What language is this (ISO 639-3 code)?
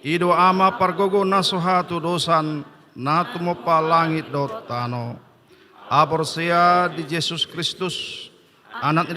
bbc